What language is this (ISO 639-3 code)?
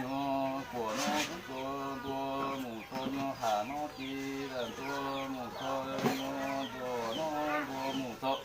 hmn